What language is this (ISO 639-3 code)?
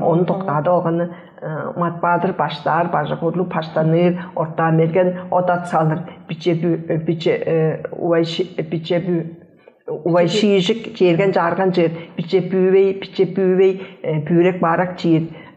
tyv